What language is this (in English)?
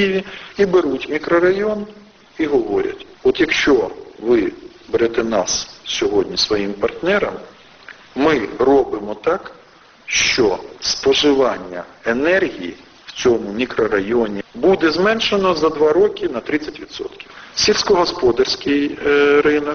Ukrainian